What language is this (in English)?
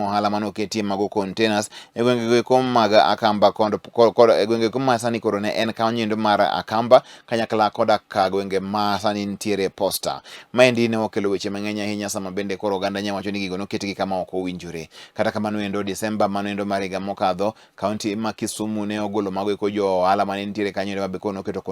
Luo (Kenya and Tanzania)